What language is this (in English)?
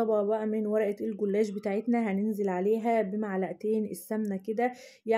Egyptian Arabic